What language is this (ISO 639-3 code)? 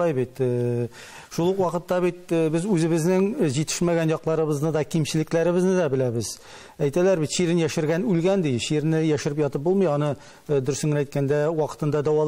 tat